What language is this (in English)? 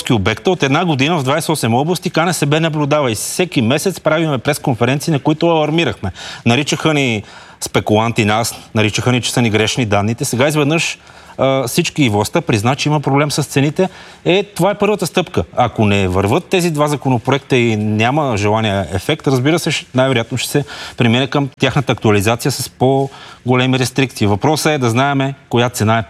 Bulgarian